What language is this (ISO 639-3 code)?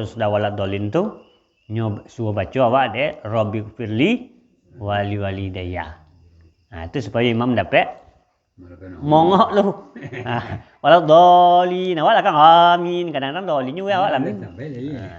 min